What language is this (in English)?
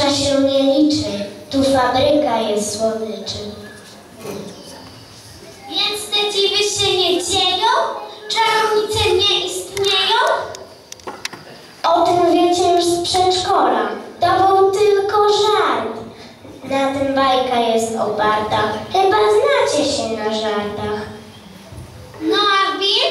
Polish